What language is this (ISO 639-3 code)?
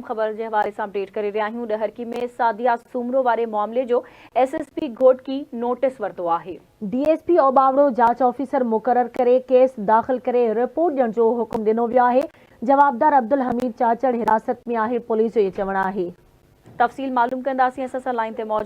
snd